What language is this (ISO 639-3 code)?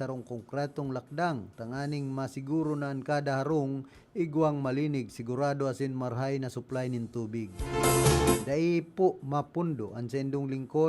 bik